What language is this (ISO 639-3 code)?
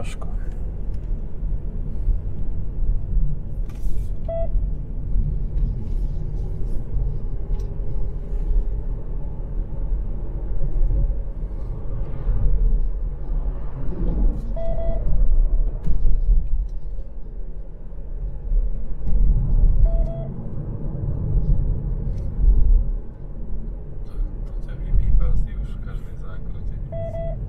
slk